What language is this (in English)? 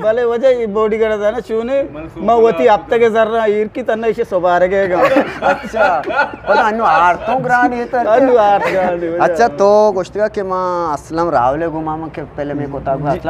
Eastern Balochi